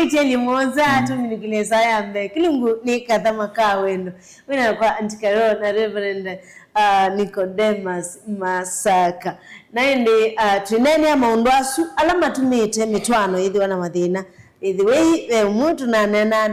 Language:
Kamba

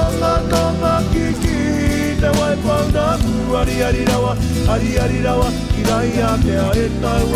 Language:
Māori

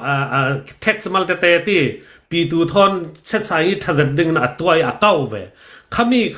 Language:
Hakha Chin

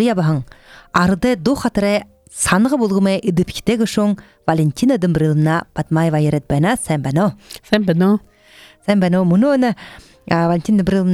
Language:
Buriat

